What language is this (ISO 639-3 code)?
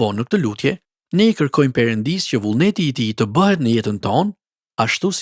sqi